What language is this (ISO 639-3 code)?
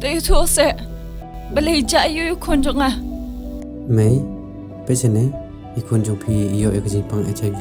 kha